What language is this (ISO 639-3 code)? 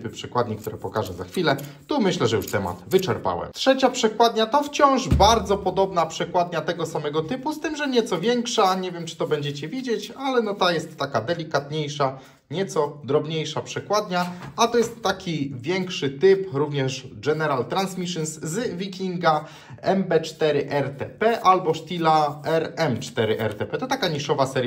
pol